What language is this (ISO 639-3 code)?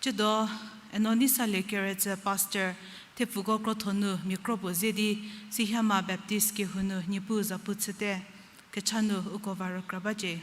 njm